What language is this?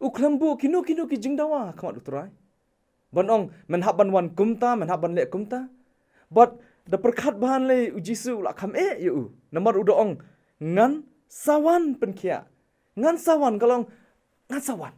Khasi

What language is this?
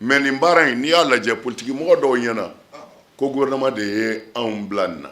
Bambara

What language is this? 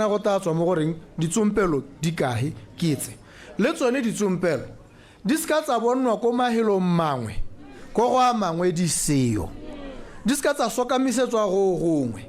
Tswana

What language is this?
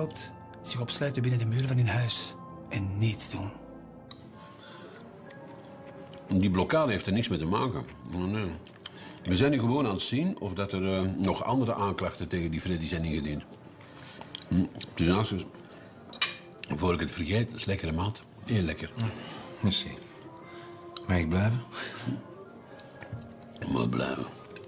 Dutch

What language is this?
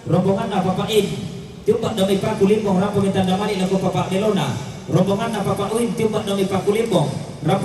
Toraja-Sa'dan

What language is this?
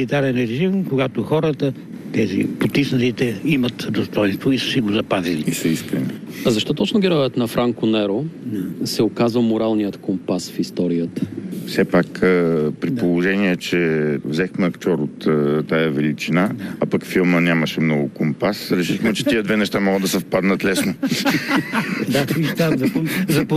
Bulgarian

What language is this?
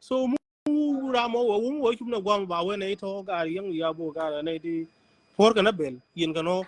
Nuer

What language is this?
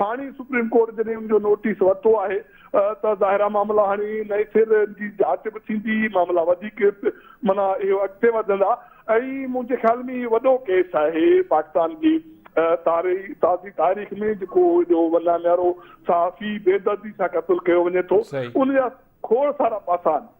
Sindhi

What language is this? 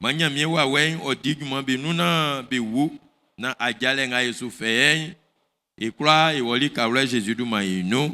Baoulé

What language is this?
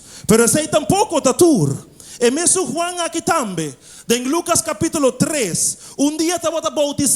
Papiamento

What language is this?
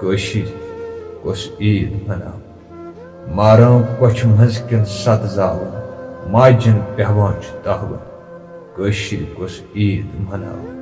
Kashmiri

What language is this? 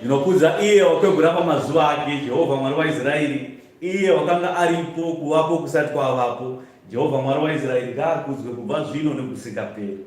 Shona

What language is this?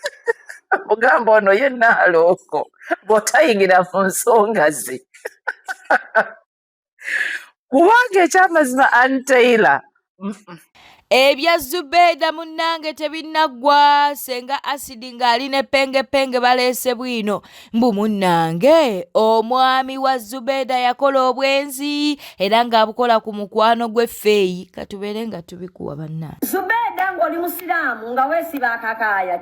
Ganda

